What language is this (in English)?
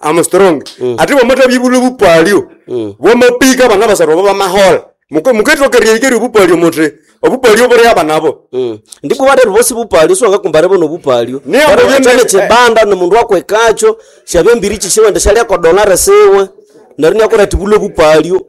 Nande